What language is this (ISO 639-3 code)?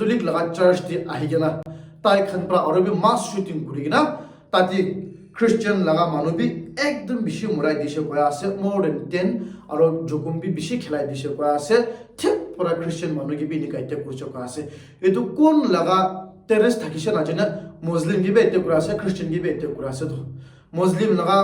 nag